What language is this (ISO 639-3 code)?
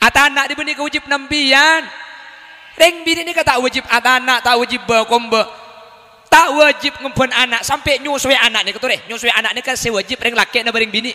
mad